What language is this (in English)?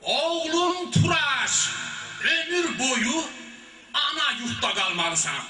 South Azerbaijani